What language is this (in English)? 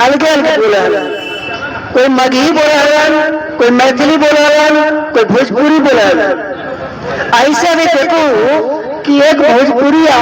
Magahi